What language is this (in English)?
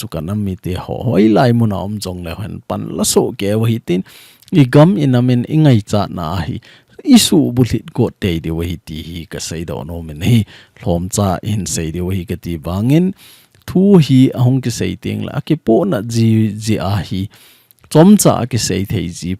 Thado Chin